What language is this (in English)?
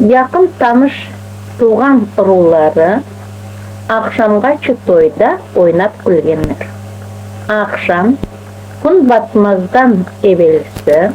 Crimean Tatar